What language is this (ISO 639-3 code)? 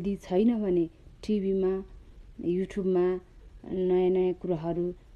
nep